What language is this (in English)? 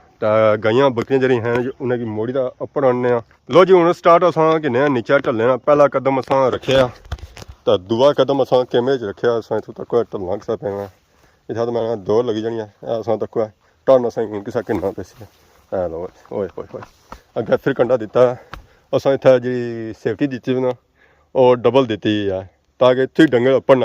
Pahari-Potwari